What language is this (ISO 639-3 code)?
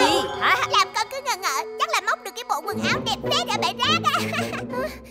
vie